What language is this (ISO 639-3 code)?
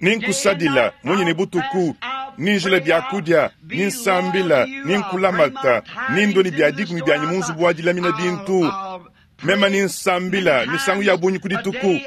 lua